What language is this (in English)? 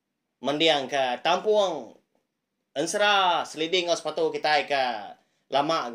Iban